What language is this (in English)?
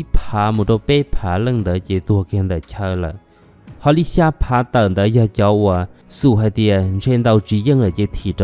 Hmong